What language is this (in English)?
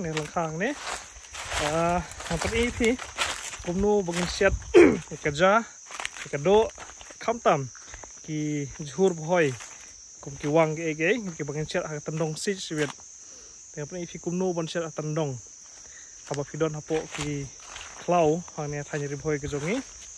Khasi